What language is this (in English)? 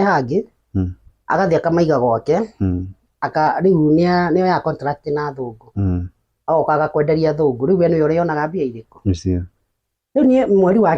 Kikuyu